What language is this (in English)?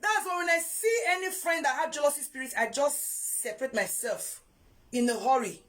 Nigerian Pidgin